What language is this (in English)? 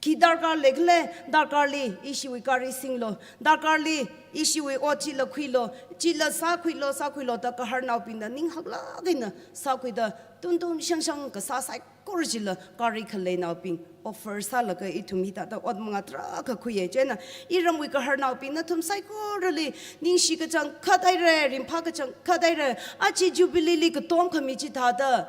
Tangkhul Naga (India)